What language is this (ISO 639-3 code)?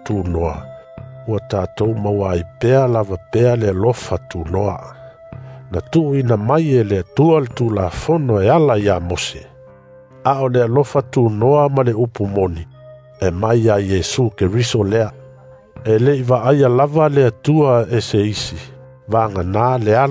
smo